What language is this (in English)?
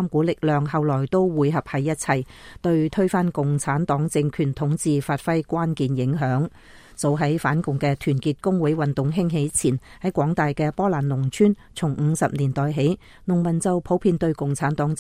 Cantonese